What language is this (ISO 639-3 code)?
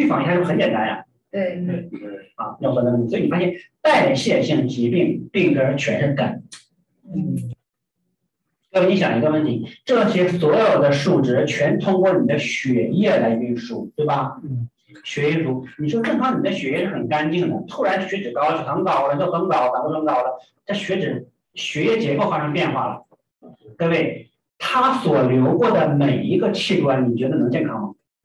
zho